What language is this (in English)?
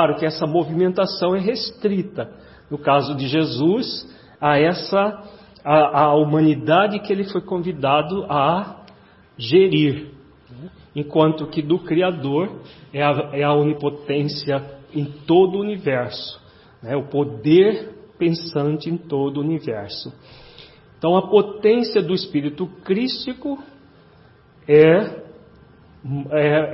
Portuguese